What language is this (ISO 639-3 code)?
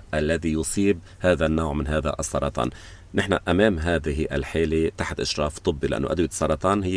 apc